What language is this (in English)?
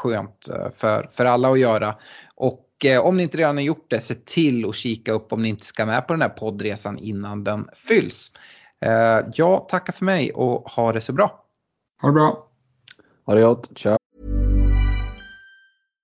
Swedish